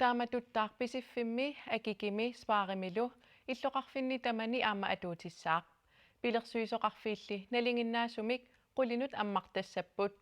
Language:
Kalaallisut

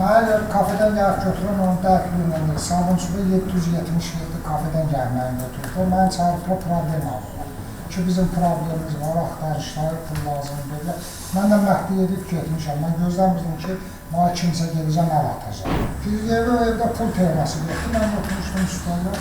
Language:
Azerbaijani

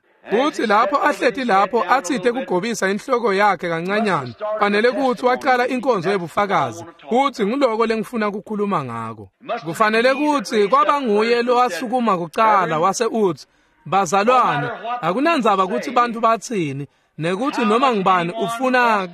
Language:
Swati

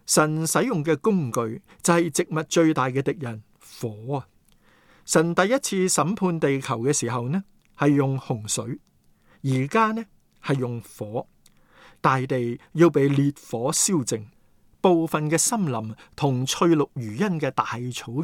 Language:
Cantonese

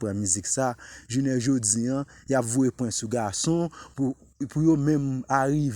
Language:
Haitian Creole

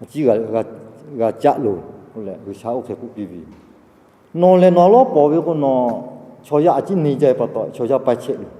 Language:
Lahu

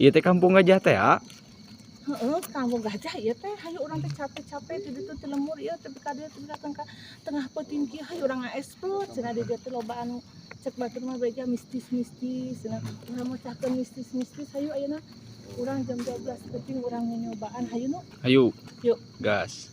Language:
Sundanese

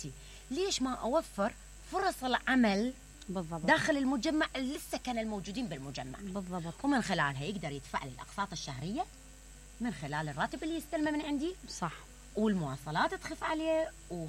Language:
Mesopotamian Arabic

